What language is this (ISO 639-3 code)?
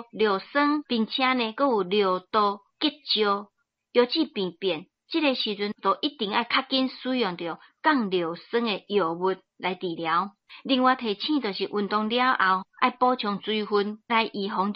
nan